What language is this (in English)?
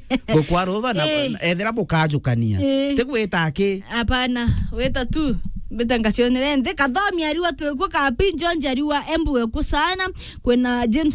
Meru